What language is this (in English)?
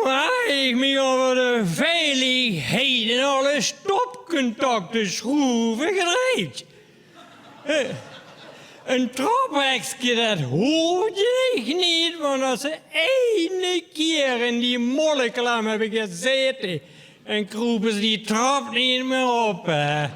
Limburgish